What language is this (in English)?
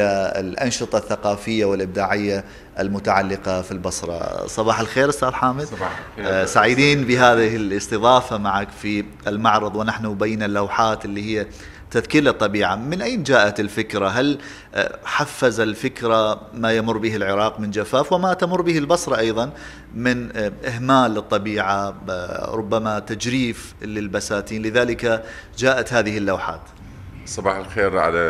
Mesopotamian Arabic